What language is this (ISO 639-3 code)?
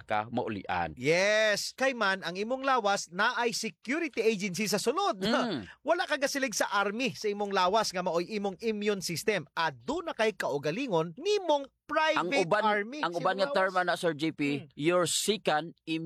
ceb